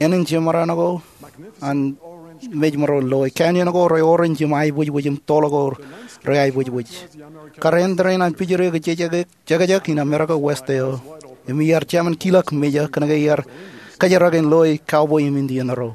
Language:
Marshallese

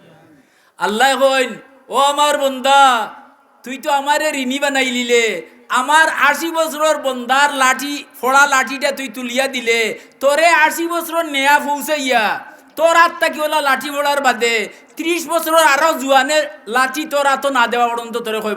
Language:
Sylheti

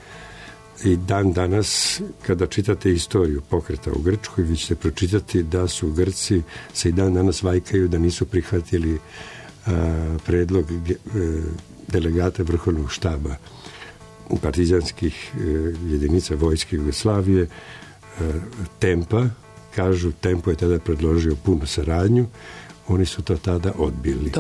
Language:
Serbian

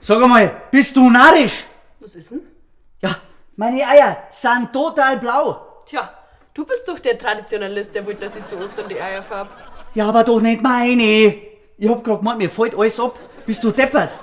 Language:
Bavarian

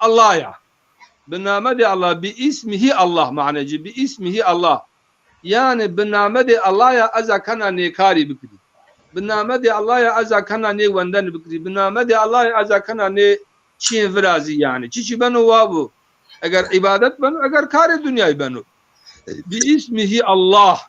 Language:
Zaza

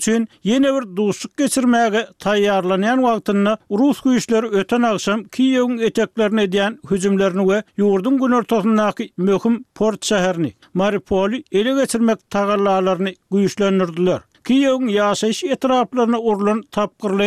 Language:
Turkmen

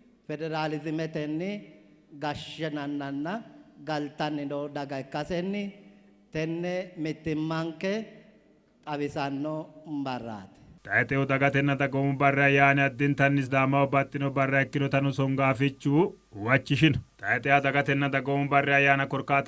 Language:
Sidamo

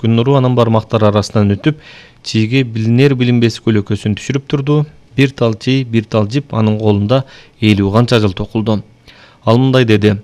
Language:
Kyrgyz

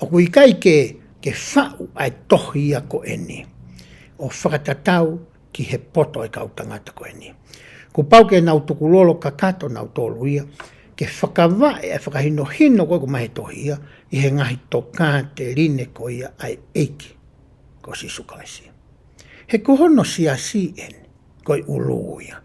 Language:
Tongan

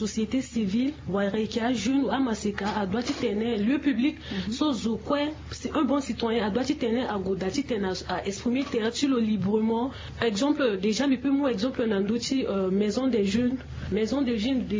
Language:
Sango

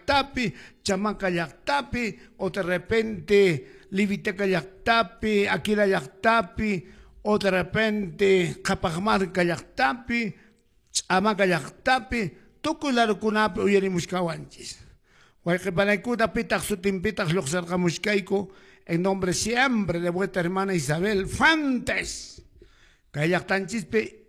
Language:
Quechua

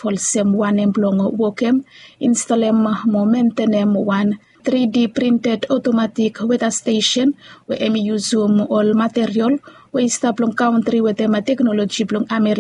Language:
Bislama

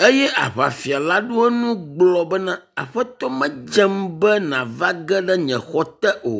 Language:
Ewe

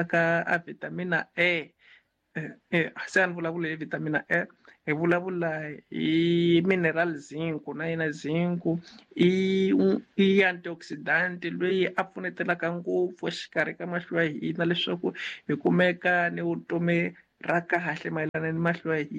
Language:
Tsonga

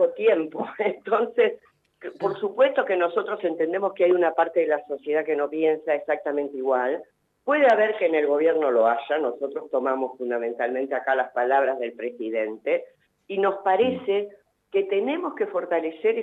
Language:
Spanish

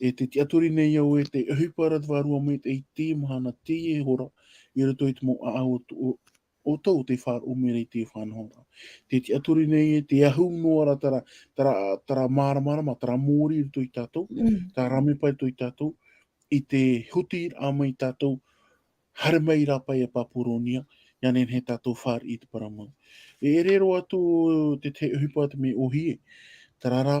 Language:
Tahitian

